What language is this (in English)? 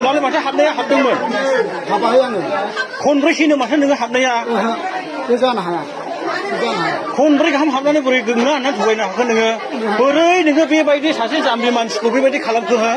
Bodo